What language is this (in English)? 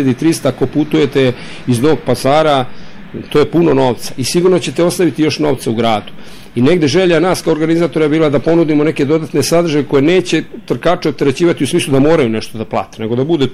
Serbian